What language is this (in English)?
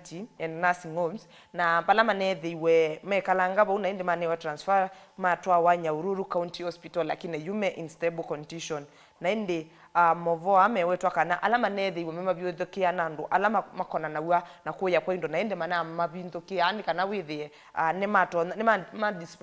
Kamba